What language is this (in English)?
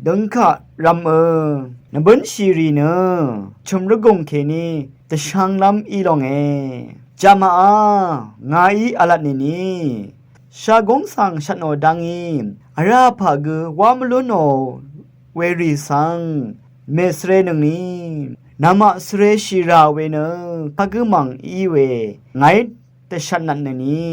Rawang